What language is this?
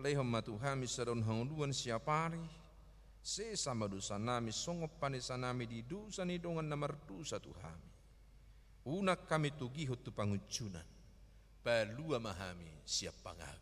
Batak Toba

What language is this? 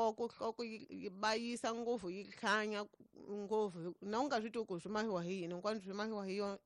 Tsonga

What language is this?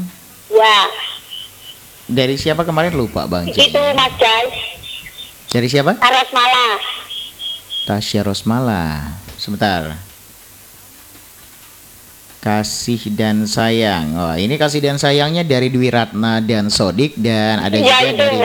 Indonesian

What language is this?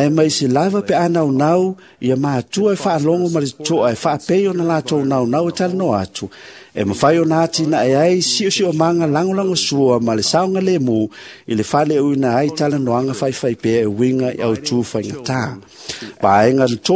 Samoan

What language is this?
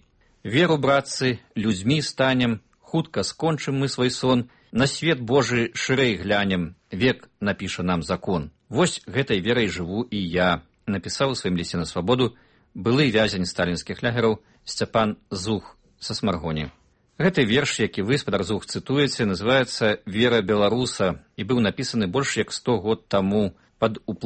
Belarusian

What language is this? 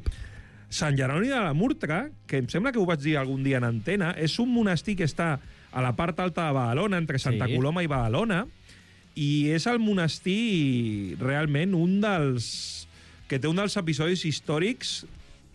Catalan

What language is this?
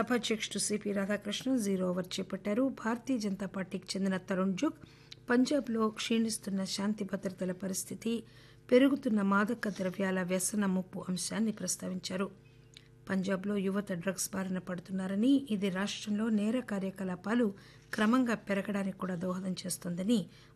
Telugu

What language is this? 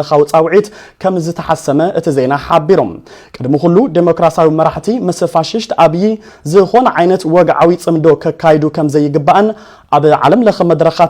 Tigrinya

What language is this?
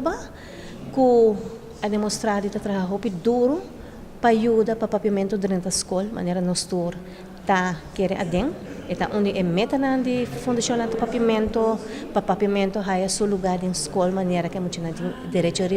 Papiamento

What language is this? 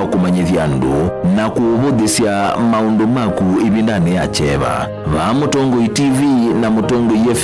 Kamba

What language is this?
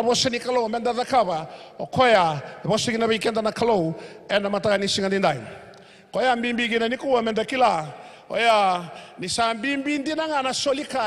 Fijian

